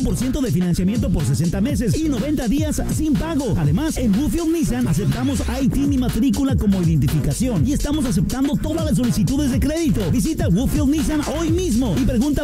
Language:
Spanish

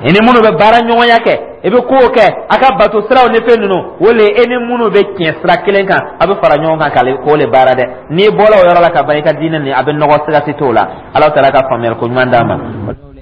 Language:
Dyula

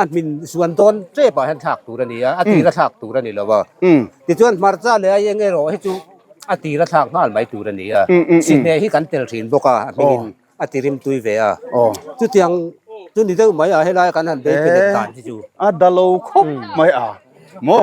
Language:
Mizo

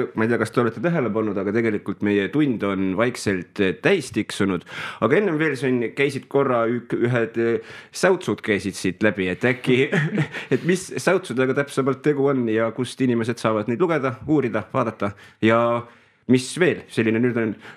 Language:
Estonian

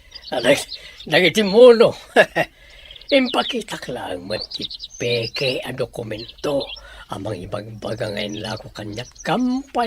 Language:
Iloko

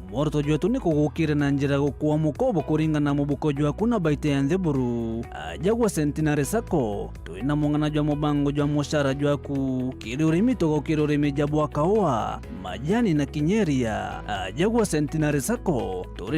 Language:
Meru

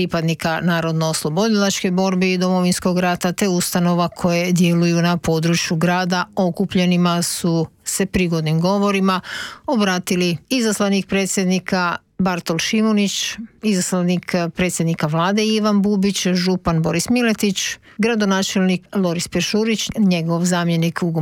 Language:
Croatian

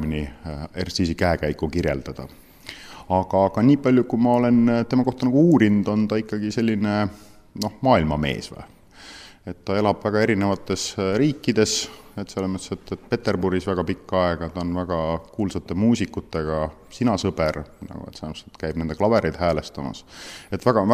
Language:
Estonian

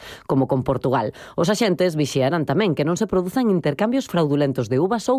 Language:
Galician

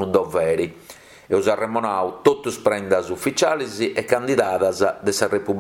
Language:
Sardinian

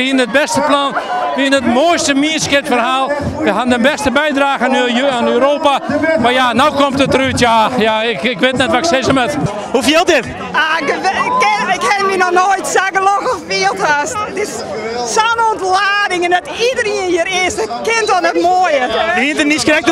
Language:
Western Frisian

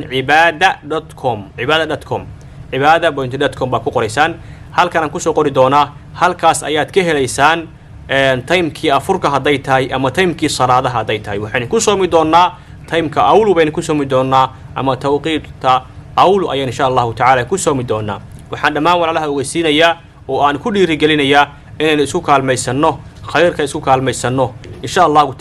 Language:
Somali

